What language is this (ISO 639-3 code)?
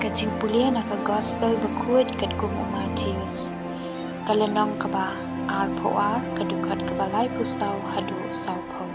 kha